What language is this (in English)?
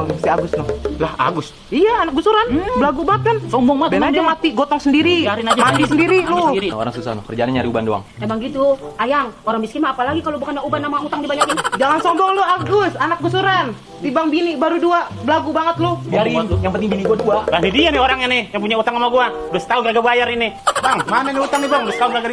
Betawi